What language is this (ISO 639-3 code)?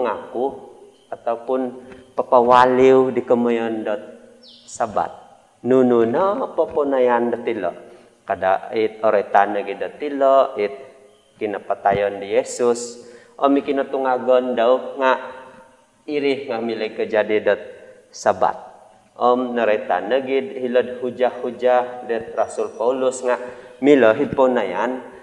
dtp